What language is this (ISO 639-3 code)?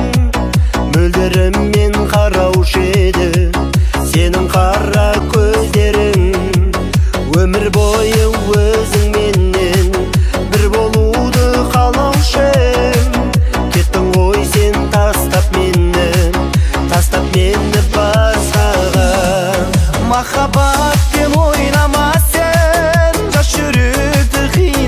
kaz